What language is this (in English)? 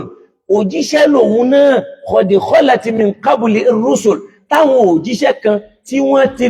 Yoruba